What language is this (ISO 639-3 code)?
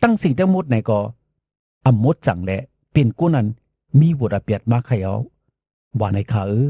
shn